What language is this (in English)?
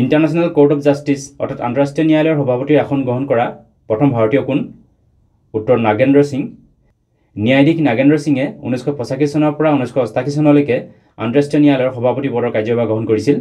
Assamese